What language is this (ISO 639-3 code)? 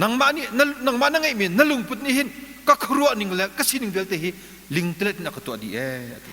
cnh